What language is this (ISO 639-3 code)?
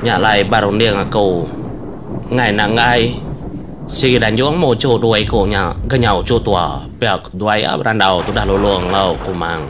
iba